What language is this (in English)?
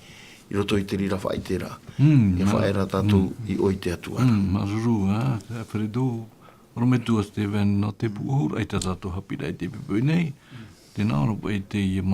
Tahitian